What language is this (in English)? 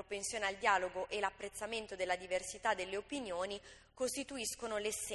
Italian